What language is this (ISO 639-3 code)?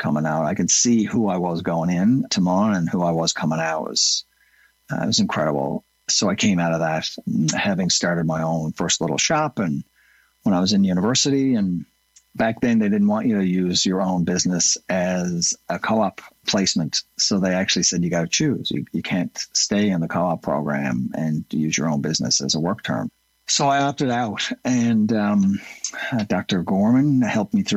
eng